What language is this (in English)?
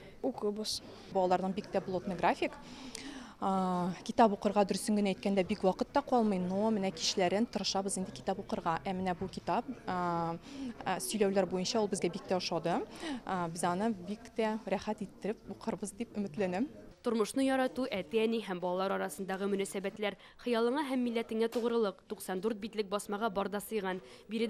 Tatar